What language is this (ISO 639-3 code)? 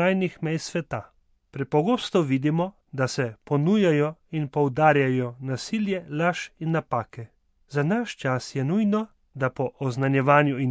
slv